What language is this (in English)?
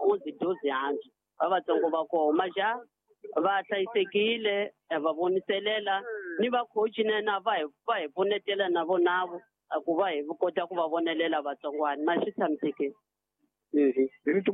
Tsonga